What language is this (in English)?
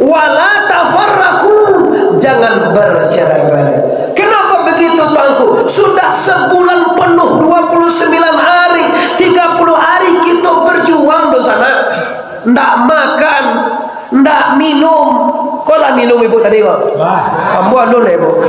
Minangkabau